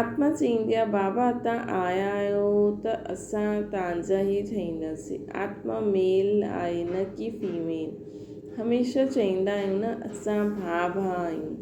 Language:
Sindhi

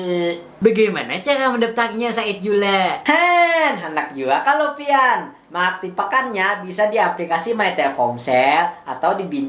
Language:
Banjar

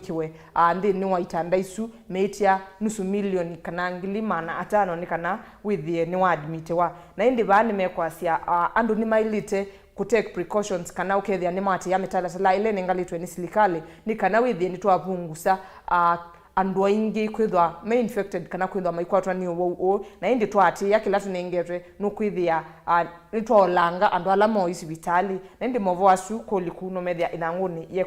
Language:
Kamba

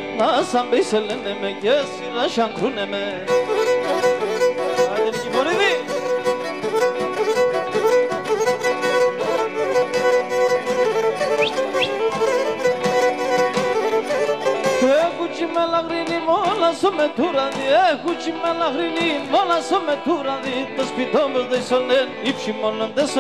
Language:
Pontic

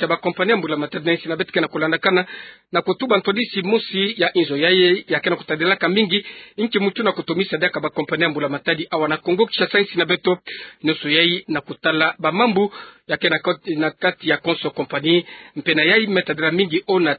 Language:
Kituba (Democratic Republic of Congo)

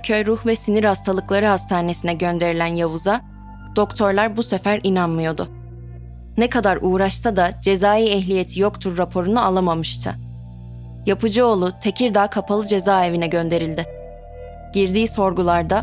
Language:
Turkish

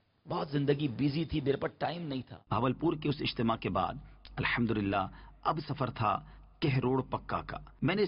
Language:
Urdu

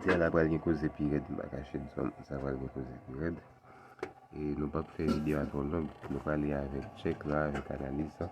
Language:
Haitian Creole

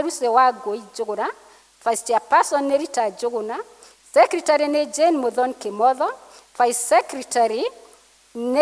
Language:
Kikuyu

